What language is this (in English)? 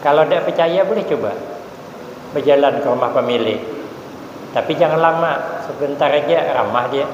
Banjar